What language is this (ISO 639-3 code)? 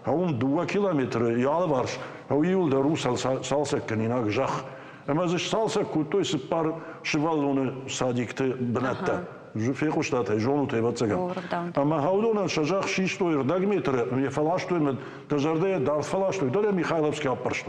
oss